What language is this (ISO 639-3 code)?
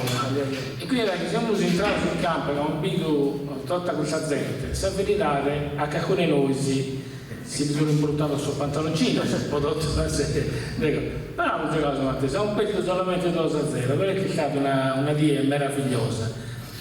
srd